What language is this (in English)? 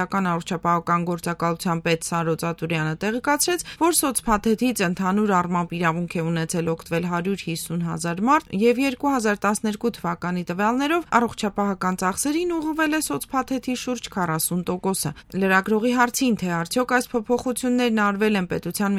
Armenian